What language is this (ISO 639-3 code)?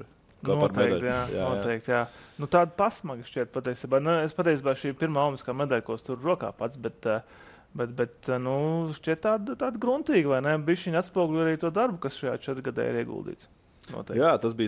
lav